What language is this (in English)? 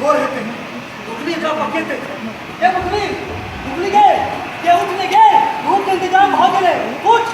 Maithili